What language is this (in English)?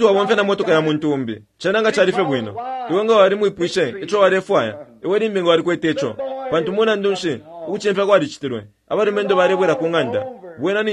Bemba